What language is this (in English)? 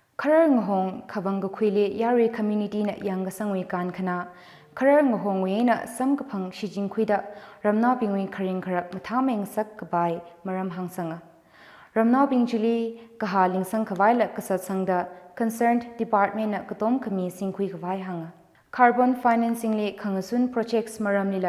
Tangkhul Naga (India)